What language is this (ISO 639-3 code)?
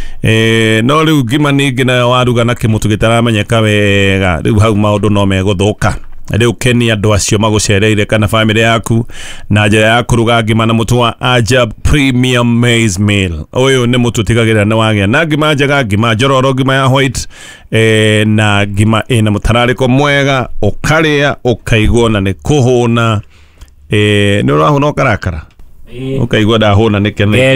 kik